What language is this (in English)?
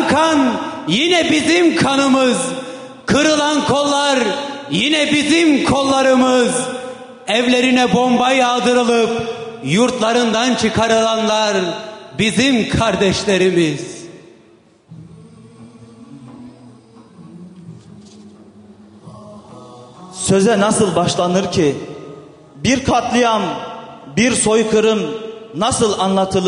Turkish